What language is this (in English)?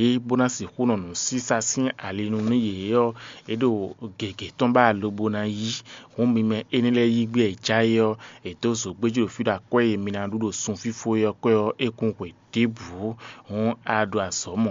Fon